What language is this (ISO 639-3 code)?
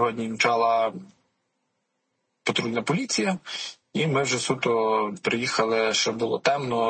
ukr